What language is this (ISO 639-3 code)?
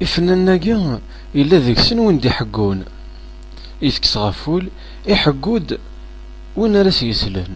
kab